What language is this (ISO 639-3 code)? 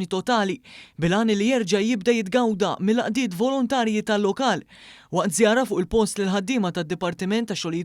mlt